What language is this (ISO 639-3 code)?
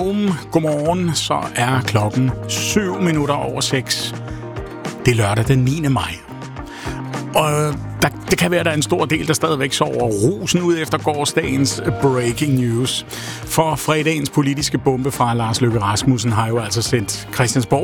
dan